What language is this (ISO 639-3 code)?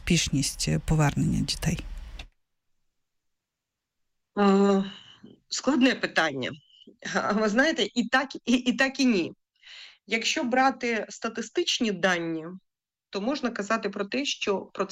ukr